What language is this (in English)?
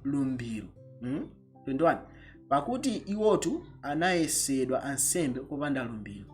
Nyanja